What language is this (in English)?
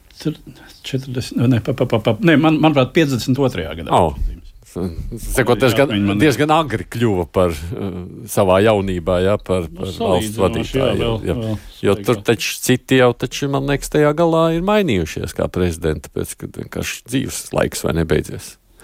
Latvian